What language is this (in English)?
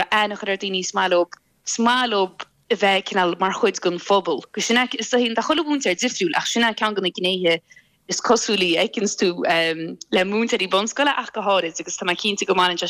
Irish